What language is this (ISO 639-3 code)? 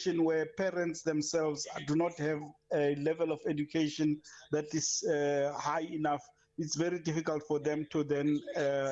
eng